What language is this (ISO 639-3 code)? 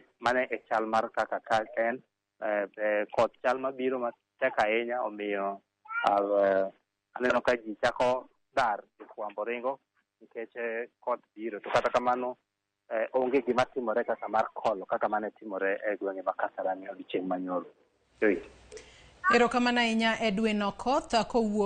luo